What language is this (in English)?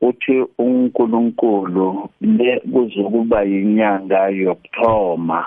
South Ndebele